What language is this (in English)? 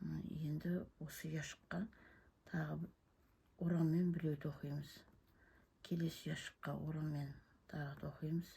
Kazakh